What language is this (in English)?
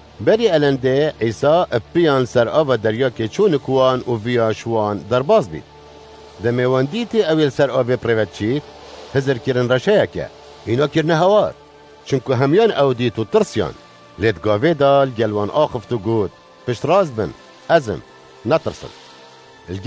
Kurdish